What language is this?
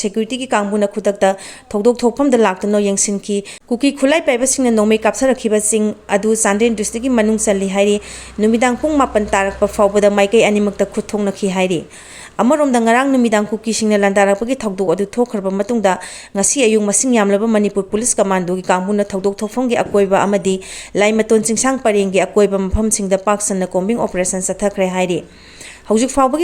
Manipuri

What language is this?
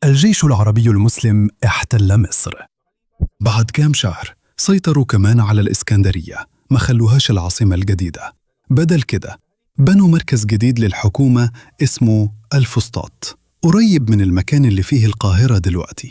Egyptian Arabic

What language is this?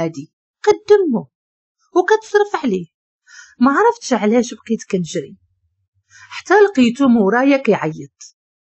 Moroccan Arabic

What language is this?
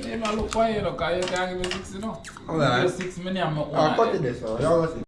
Jamaican Creole English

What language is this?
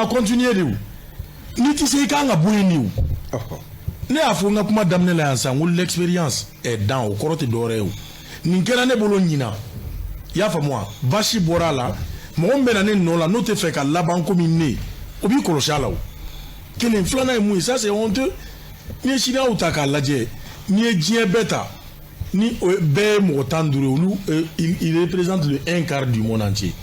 Bambara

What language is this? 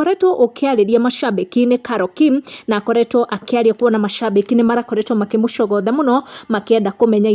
Kikuyu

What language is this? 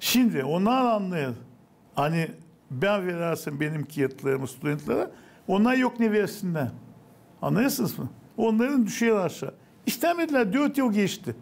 Gagauz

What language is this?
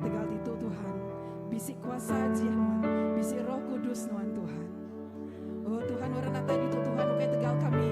Iban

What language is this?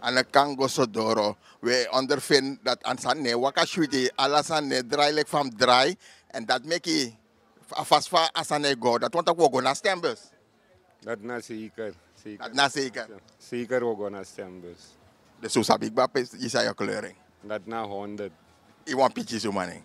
Sranan Tongo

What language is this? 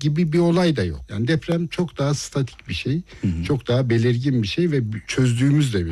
Turkish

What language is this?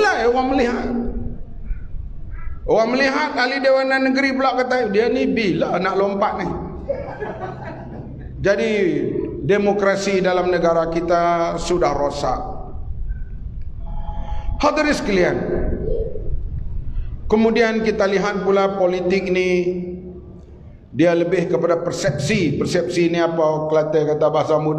Malay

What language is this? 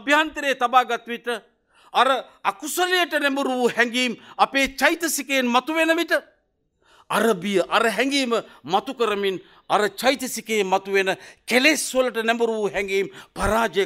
Sinhala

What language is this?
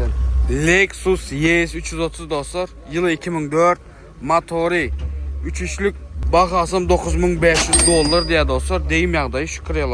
Turkmen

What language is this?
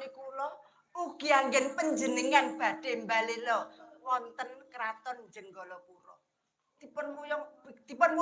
Javanese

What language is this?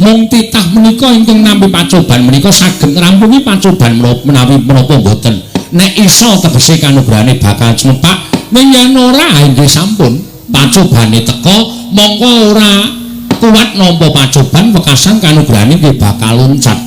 Javanese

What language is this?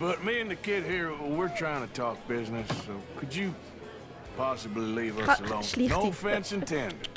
Swiss German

